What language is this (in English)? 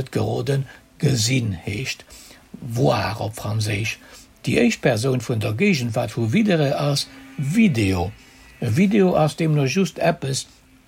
Luxembourgish